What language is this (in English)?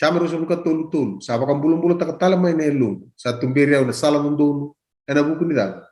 Fijian